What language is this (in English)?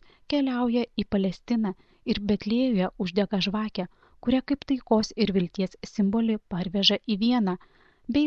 Lithuanian